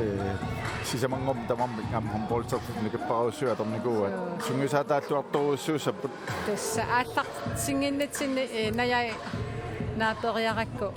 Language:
Kalaallisut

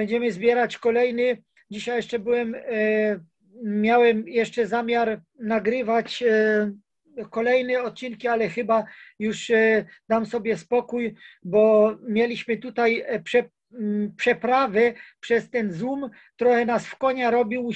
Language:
Polish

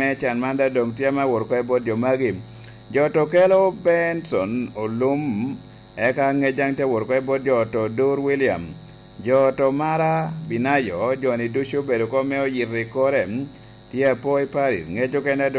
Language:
Lango (Uganda)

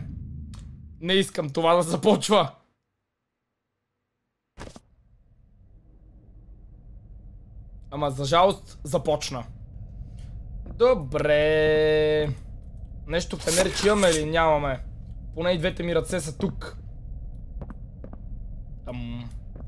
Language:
Bulgarian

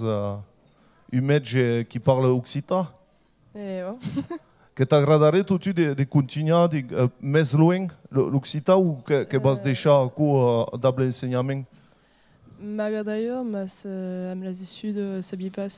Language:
Occitan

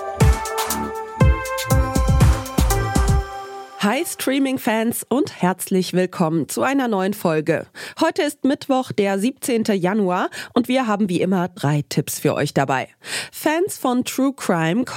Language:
German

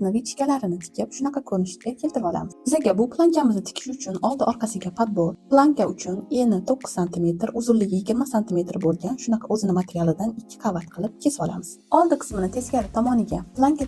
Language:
Uzbek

